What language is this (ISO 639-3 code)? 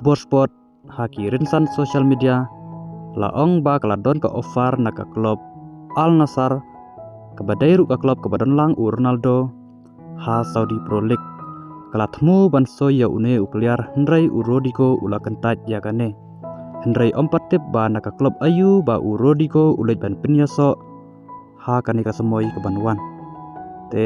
kha